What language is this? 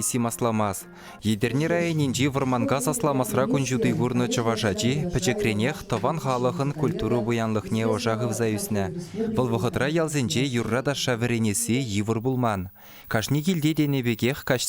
Chuvash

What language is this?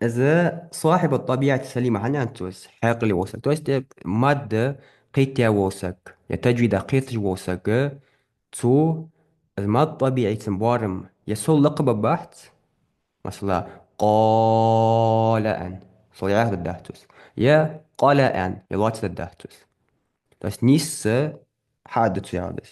Ingush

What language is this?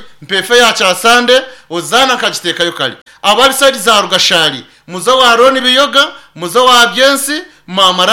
Nyankole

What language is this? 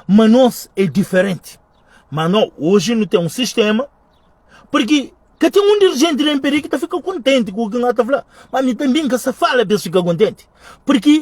Kabuverdianu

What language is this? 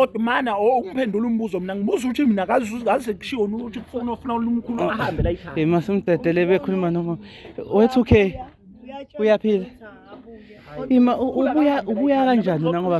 Zulu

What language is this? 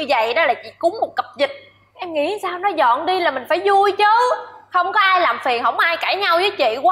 Vietnamese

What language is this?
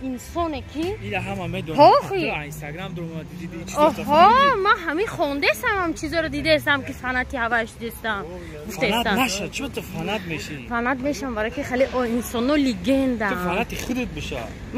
Tajik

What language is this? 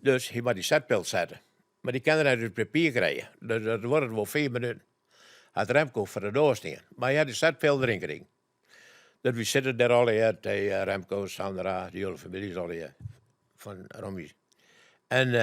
Western Frisian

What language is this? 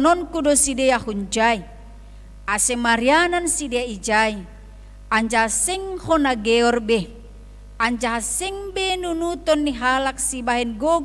Batak Simalungun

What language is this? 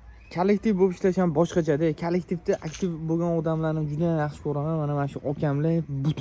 Uzbek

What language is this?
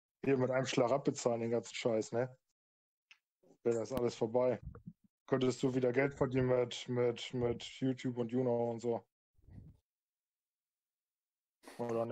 German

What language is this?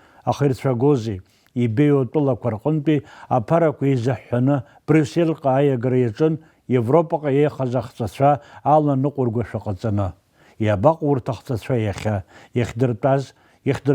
Abkhazian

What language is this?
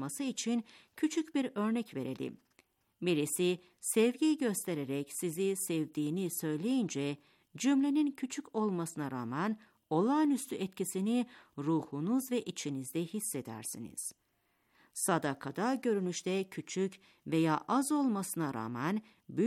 Turkish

